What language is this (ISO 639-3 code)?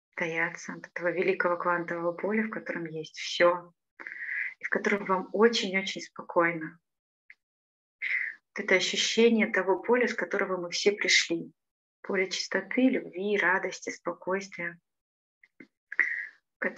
rus